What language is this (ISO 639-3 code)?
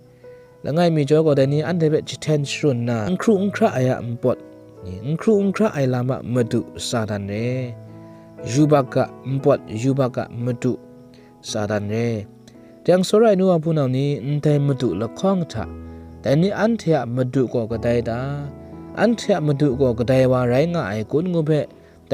kac